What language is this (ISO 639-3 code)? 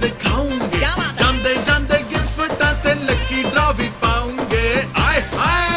pan